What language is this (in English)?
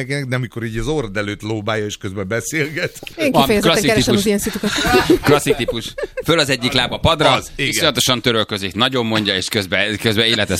Hungarian